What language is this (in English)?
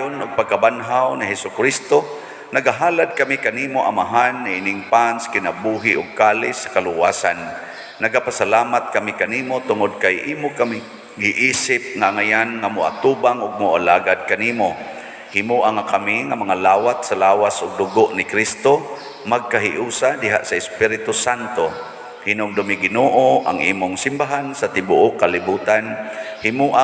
Cebuano